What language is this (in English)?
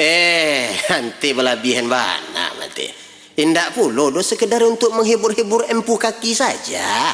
Minangkabau